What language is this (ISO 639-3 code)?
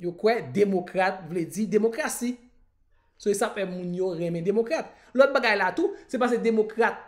hat